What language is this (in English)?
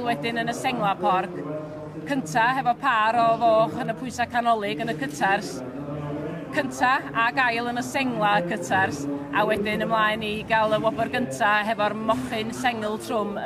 Welsh